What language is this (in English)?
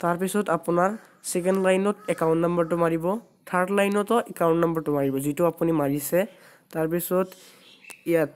Assamese